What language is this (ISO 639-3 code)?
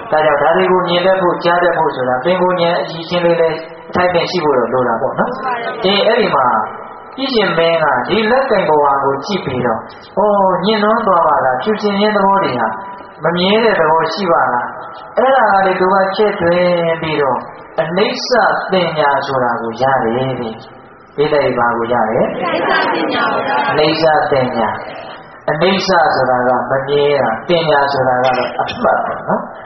mya